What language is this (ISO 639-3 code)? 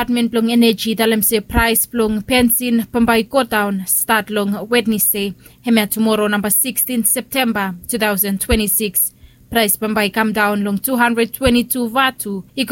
bis